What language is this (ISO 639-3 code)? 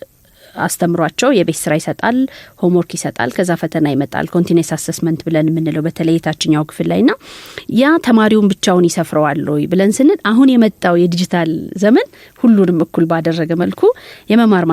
amh